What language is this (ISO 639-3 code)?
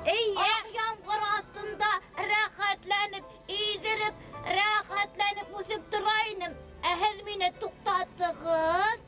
bak